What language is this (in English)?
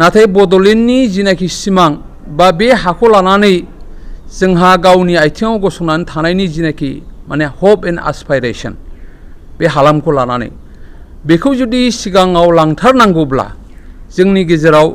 Bodo